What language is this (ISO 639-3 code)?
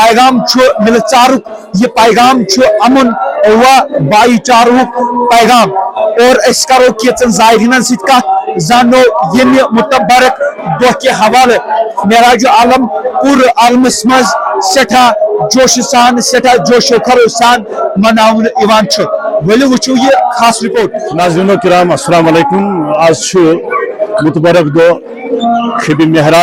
kas